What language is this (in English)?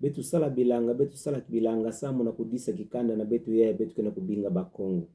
Kituba (Democratic Republic of Congo)